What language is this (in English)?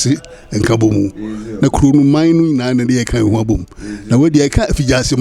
Akan